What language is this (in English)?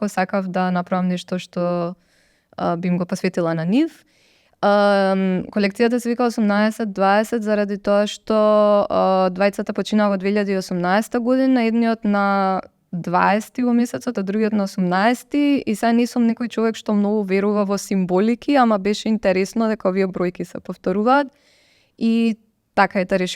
Macedonian